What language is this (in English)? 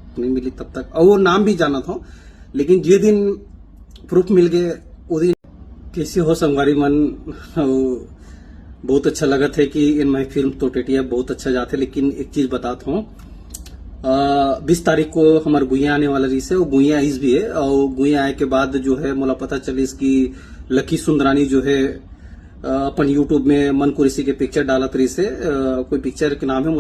Chhattisgarhi